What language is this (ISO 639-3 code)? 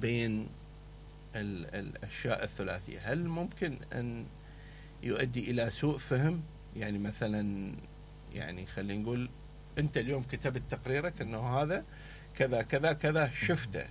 acm